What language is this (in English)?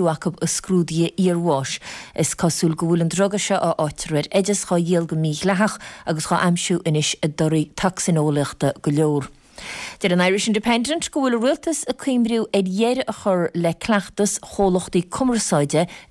Irish